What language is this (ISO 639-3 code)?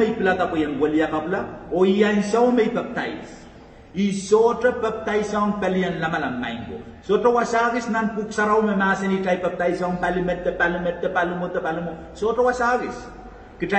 pon